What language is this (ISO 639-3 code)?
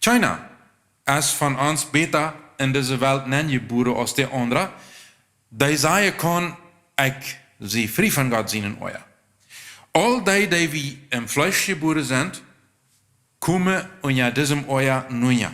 pdt